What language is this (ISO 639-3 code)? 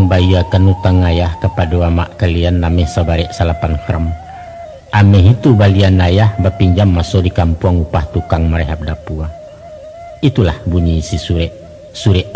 min